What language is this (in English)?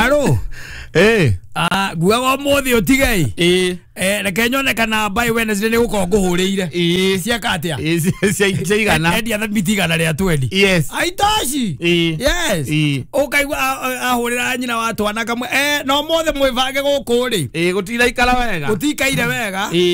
Kikuyu